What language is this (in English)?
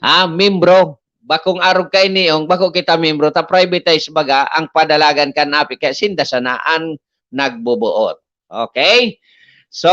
Bikol